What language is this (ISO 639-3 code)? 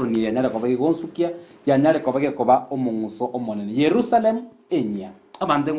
guz